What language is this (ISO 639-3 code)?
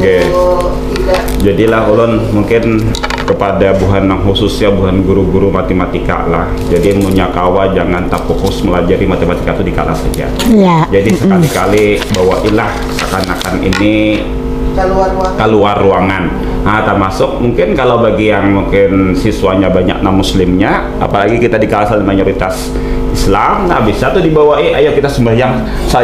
bjn